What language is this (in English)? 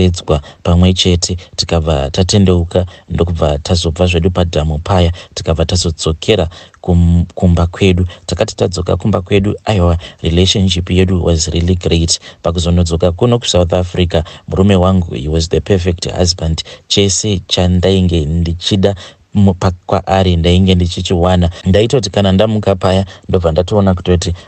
Shona